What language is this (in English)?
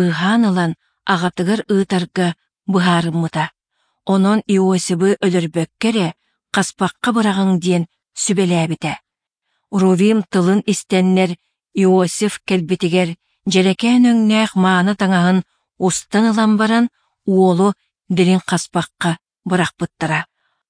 Yakut